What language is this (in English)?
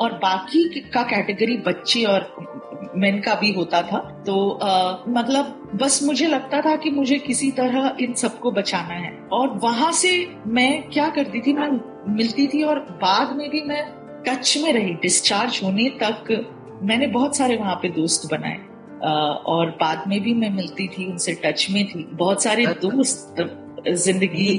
Hindi